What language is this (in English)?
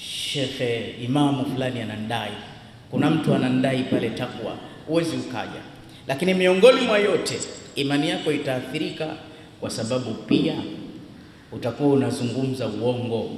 Swahili